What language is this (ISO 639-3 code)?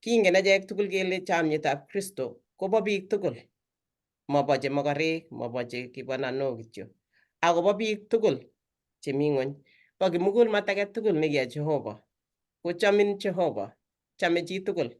kln